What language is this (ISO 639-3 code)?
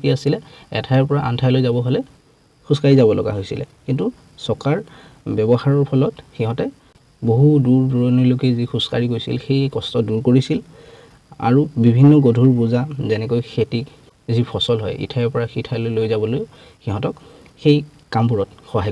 asm